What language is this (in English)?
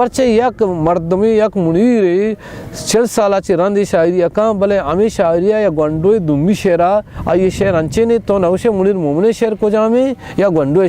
Baluchi